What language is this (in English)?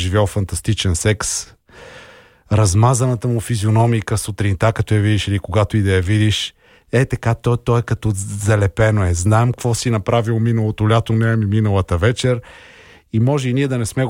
Bulgarian